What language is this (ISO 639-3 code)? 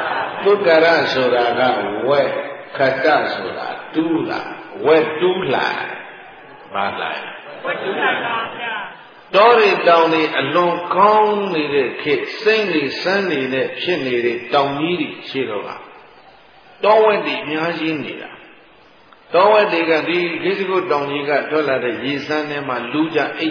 mya